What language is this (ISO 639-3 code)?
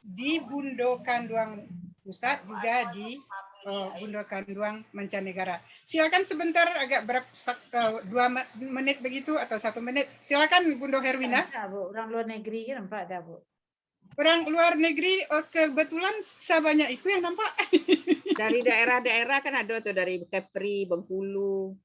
min